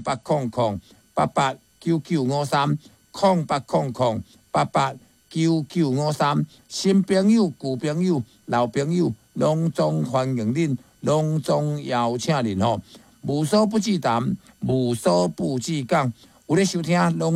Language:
Min Nan Chinese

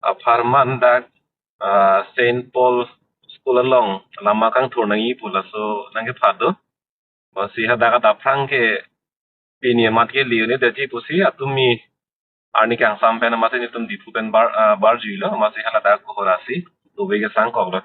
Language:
Karbi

